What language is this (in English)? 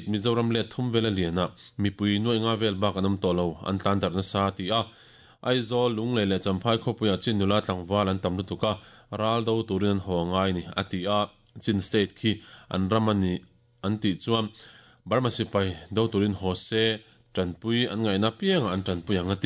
Mizo